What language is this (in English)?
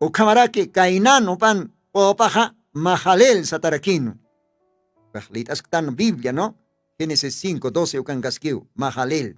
Aymara